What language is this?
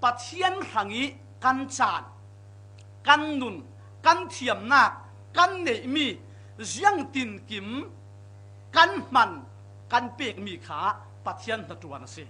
Falam Chin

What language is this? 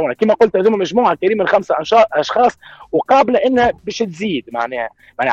Tunisian Arabic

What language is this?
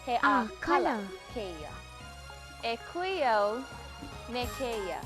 Hawaiian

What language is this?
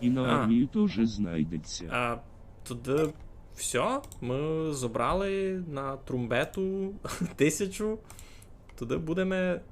Rusyn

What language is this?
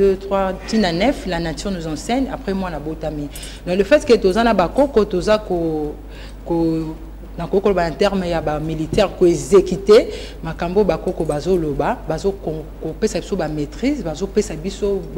Lingala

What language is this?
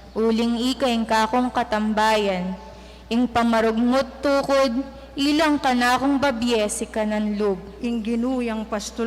Pampanga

